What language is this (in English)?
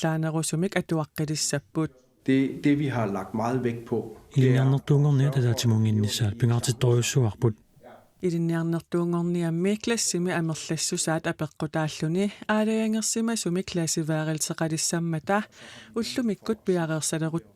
Kalaallisut